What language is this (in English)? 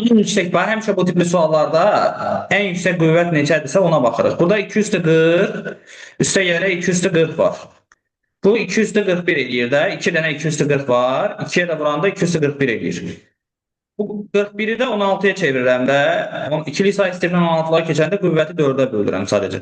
Azerbaijani